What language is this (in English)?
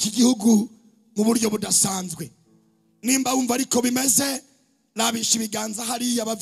Rundi